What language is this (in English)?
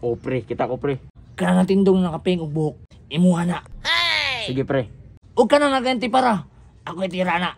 Cebuano